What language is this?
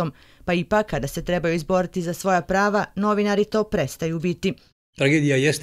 Bosnian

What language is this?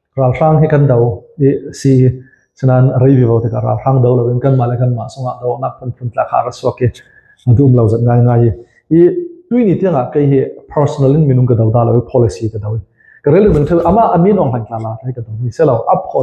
Hakha Chin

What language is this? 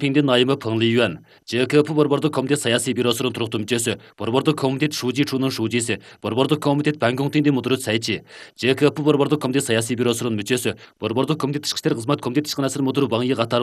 Kyrgyz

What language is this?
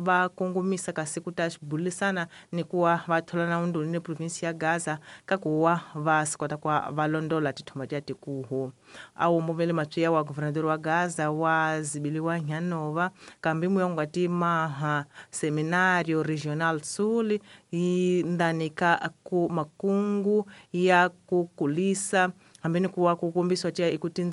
Tsonga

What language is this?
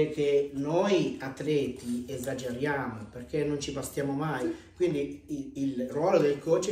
Italian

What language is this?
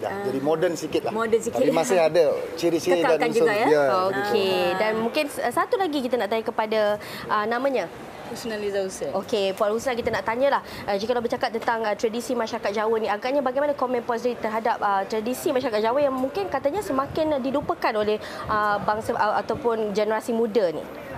Malay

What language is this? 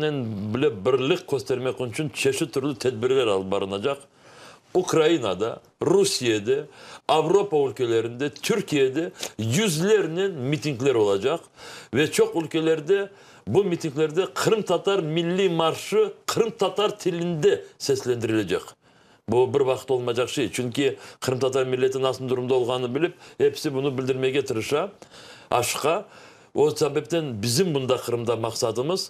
Crimean Tatar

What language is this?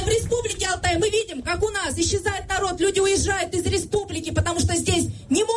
Russian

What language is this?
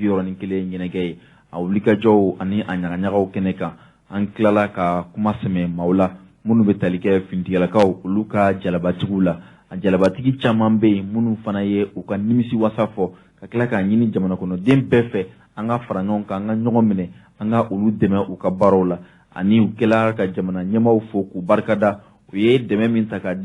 Bambara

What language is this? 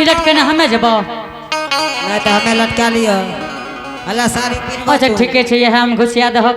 Angika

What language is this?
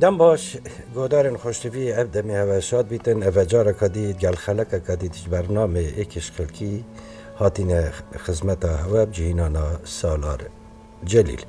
Kurdish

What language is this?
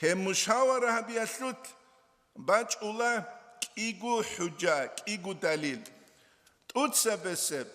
Avaric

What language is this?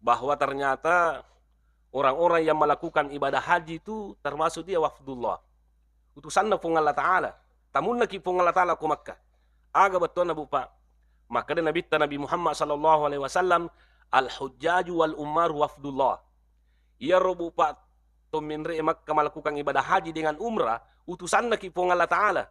Buginese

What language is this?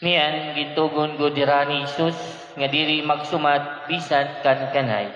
Waray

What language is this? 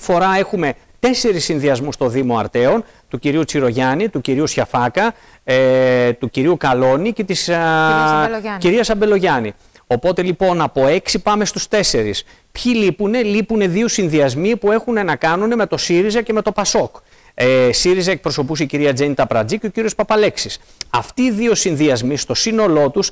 Greek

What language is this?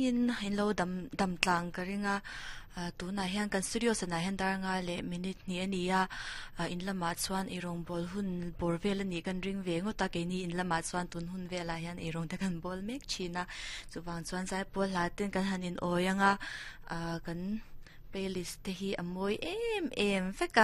Mizo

